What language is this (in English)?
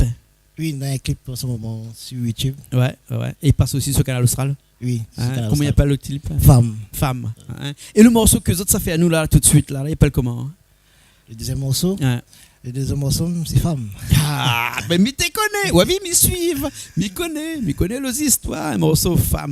Réunion Creole French